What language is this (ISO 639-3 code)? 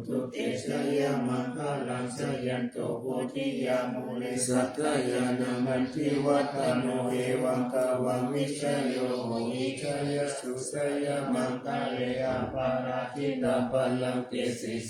pli